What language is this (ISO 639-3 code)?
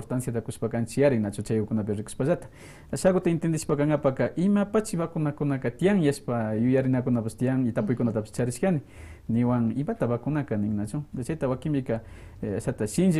que